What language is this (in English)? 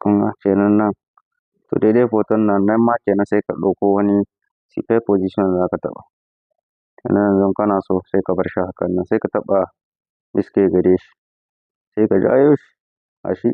Hausa